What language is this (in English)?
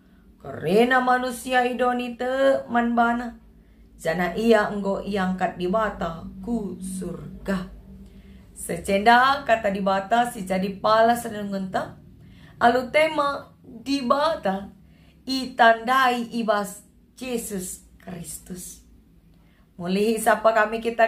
Batak Karo